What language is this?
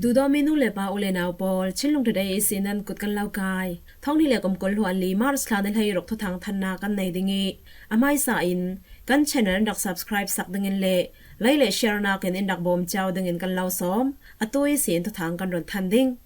Falam Chin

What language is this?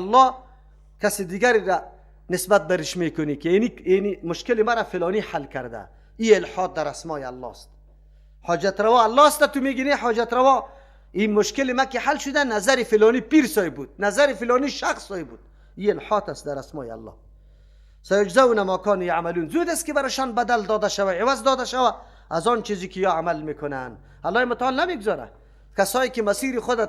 Persian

